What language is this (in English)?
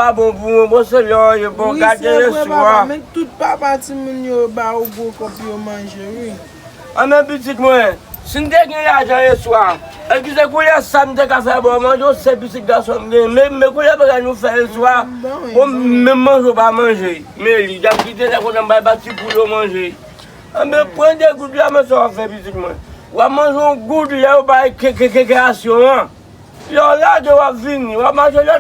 Haitian Creole